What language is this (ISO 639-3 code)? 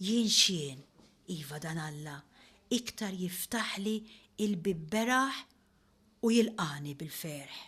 mlt